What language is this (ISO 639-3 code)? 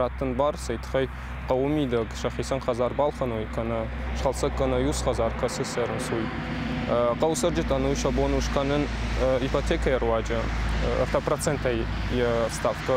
oss